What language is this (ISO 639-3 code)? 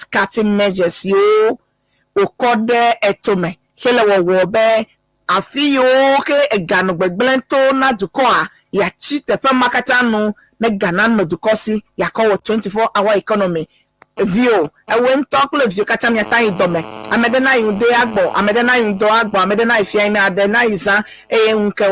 ewe